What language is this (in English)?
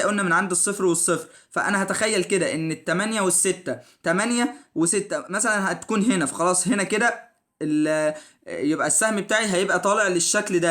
Egyptian Arabic